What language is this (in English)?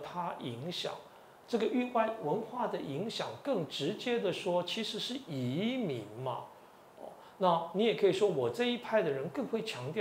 Chinese